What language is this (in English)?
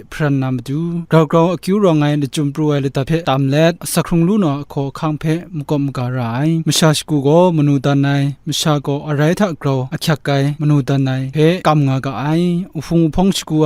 Kachin